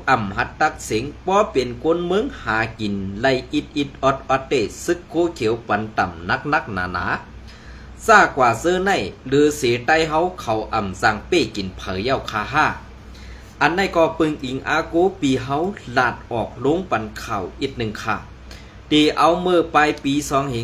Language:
Shan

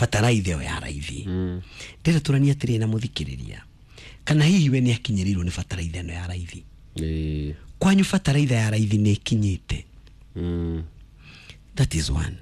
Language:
Kikuyu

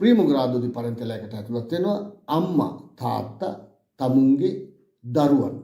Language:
Sinhala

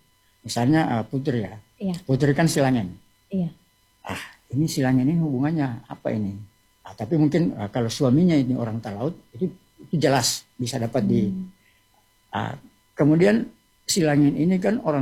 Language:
Indonesian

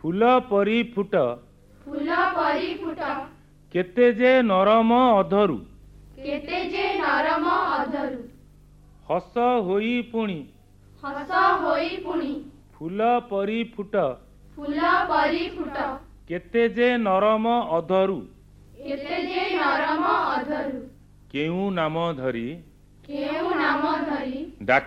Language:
Odia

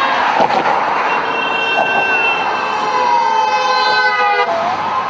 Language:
Romanian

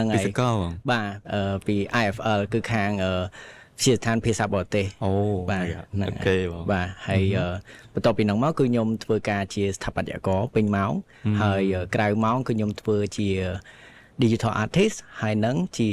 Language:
Khmer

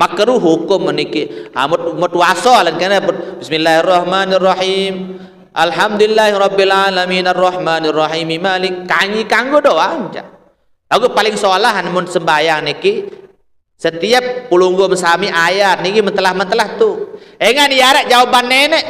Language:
Sasak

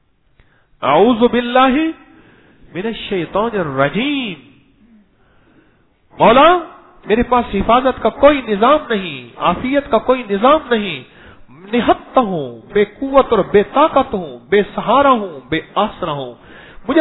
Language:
Urdu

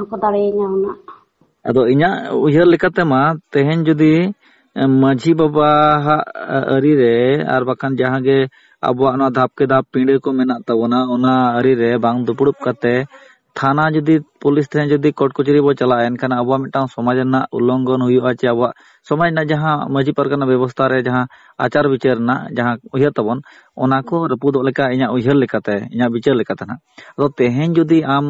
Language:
Santali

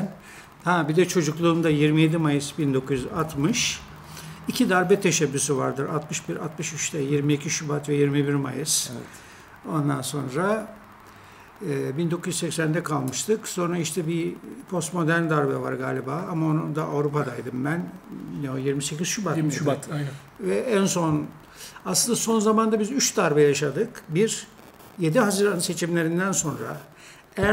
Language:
Turkish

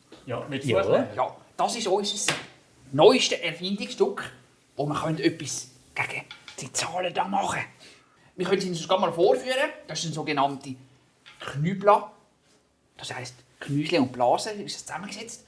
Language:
Swiss German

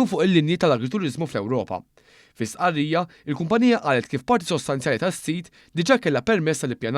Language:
Maltese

